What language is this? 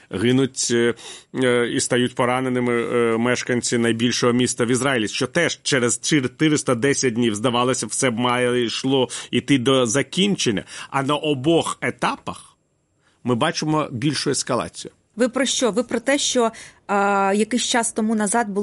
Ukrainian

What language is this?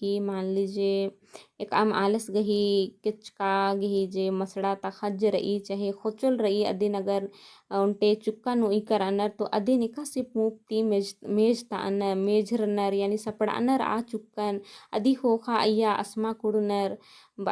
Kurukh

